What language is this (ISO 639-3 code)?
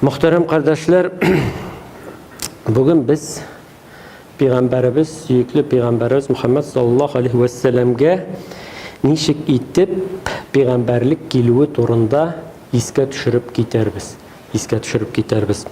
tat